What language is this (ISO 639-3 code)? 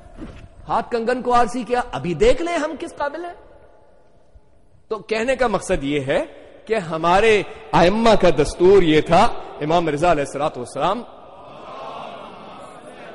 urd